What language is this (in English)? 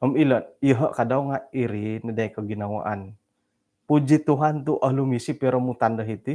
Central Dusun